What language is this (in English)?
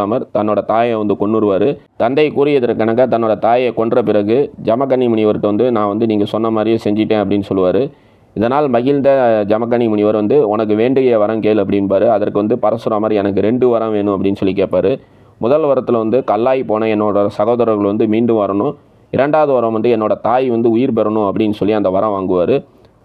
Tamil